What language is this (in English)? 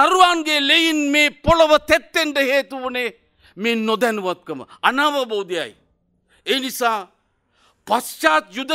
Sinhala